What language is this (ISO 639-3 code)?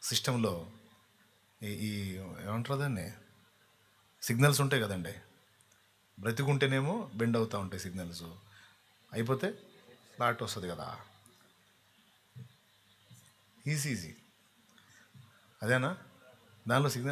tel